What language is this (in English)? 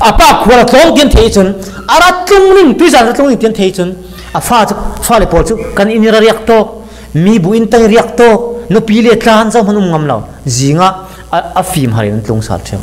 Falam Chin